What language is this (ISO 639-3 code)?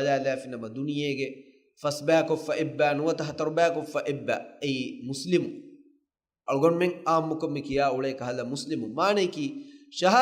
div